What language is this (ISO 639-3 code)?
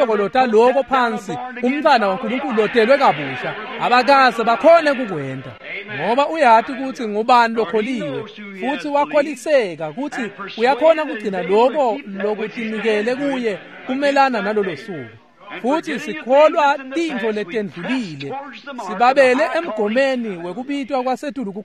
ssw